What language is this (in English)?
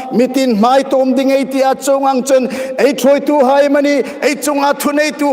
Hmar